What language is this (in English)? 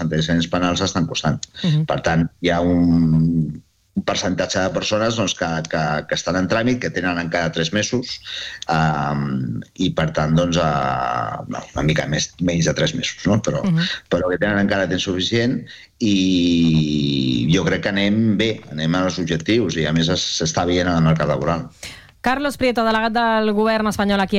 Catalan